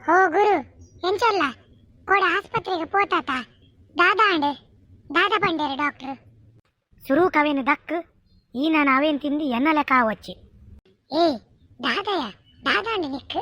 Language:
Tulu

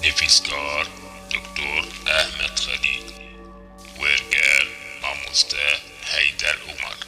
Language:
Kurdish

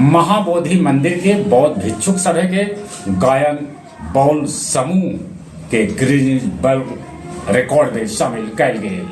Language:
Magahi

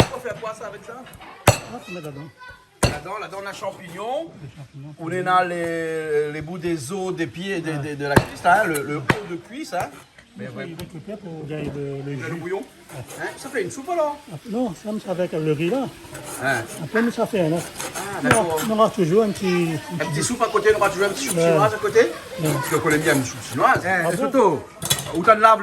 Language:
Réunion Creole French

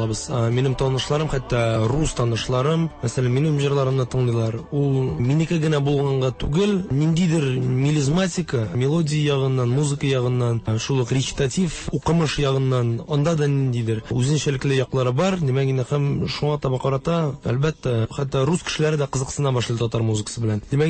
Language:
Tatar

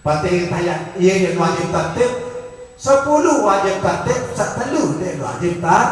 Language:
Sasak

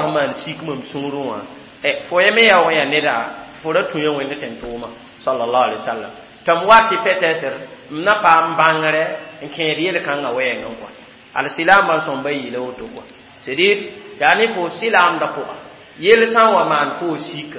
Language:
Mossi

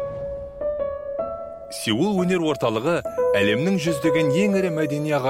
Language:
Kazakh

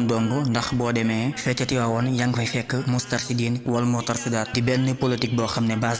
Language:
Wolof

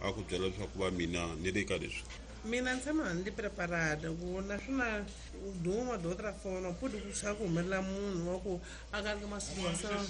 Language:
Tsonga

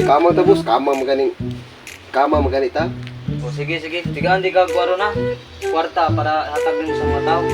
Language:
Cebuano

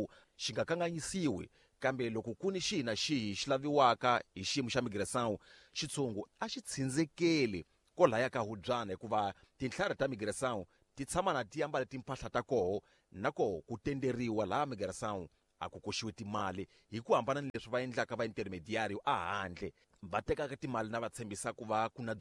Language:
Tsonga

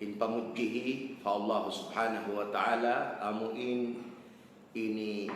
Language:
Tausug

